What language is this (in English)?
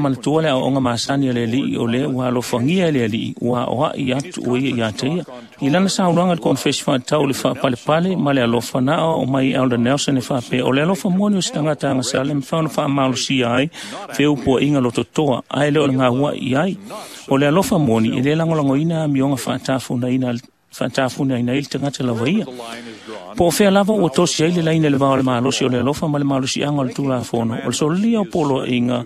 Samoan